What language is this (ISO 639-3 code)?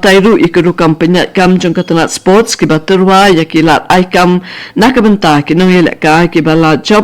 kha